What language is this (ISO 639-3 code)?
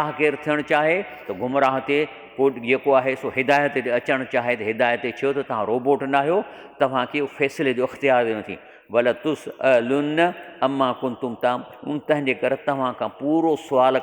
snd